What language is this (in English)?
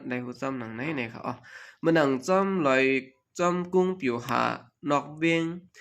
Shan